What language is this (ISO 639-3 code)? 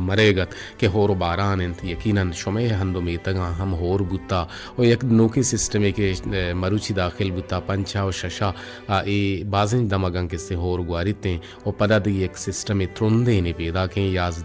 bgp